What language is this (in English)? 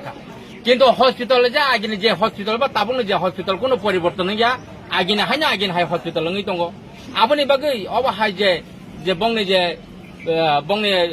Kok Borok